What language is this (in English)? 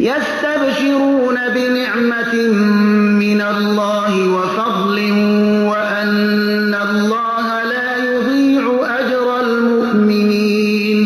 Persian